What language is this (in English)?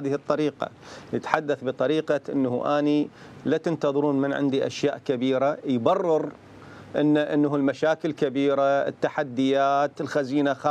Mesopotamian Arabic